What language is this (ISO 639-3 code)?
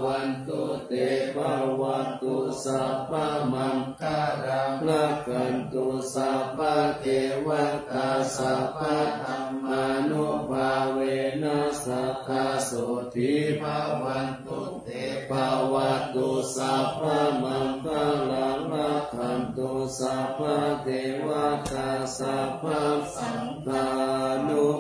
pli